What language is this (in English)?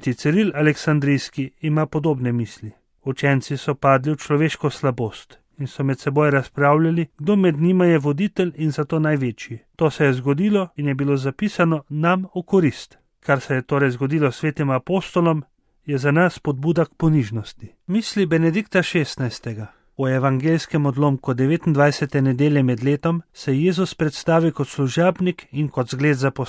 Slovenian